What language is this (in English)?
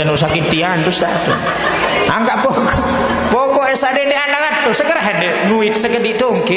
Sasak